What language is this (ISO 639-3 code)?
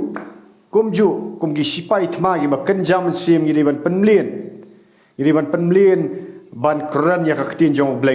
kha